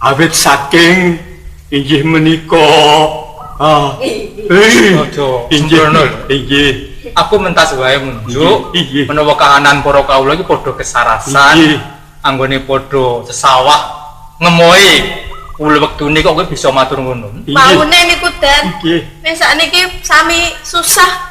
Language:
Javanese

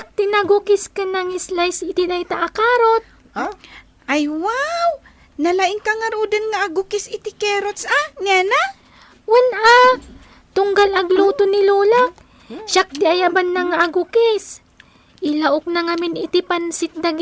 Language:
Iloko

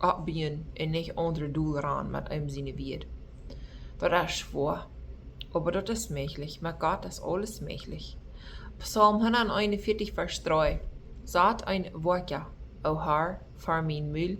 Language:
Plautdietsch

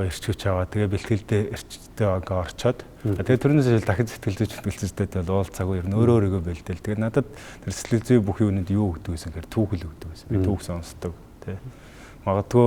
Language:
Mongolian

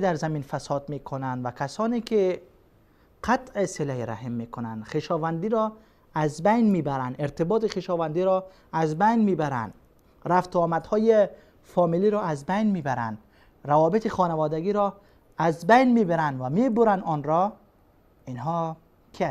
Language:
Persian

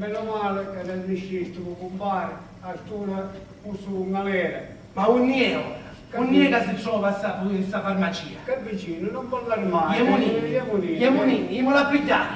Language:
Sicilian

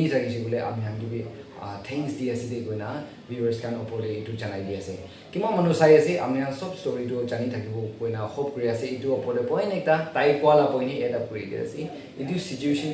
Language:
Naga Pidgin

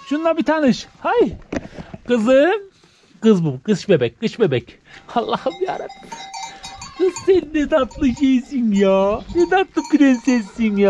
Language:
Turkish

